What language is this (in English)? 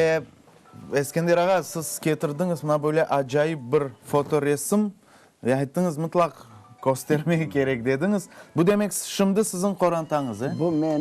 Crimean Tatar